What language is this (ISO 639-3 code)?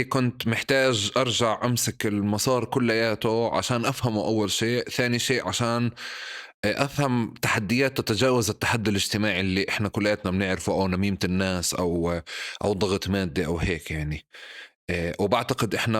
apc